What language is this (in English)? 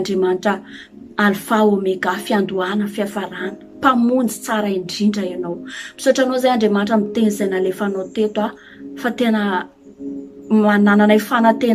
Malagasy